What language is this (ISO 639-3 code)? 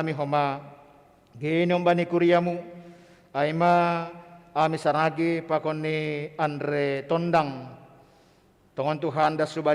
bts